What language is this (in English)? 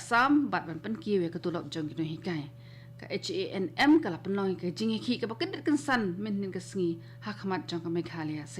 Khasi